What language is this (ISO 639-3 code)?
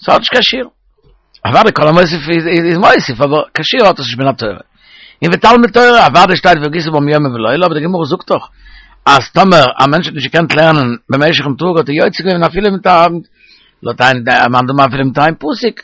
yid